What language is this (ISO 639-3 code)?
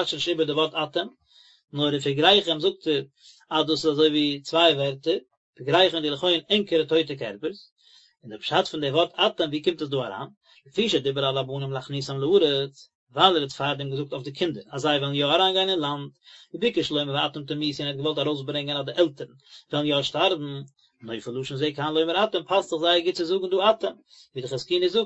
yid